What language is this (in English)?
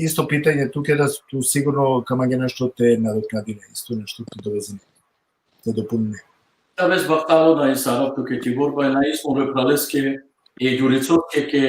Balkan Romani